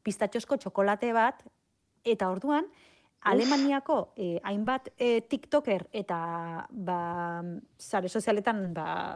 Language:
Basque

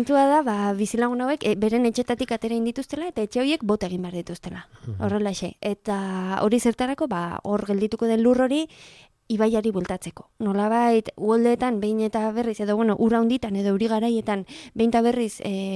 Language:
Basque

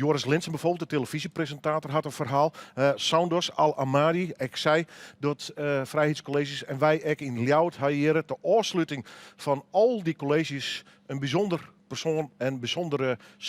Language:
Western Frisian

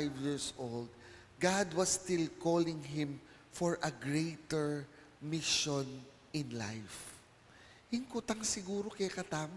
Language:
Pampanga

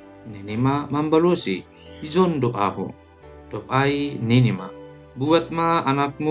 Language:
Batak Simalungun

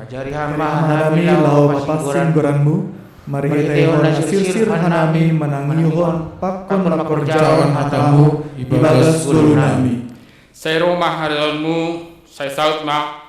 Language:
Batak Simalungun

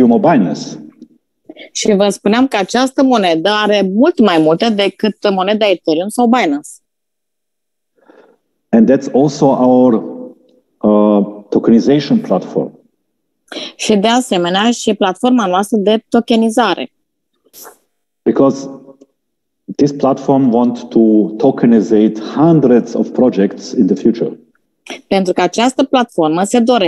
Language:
Romanian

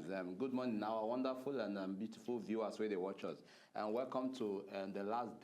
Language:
Nigerian Pidgin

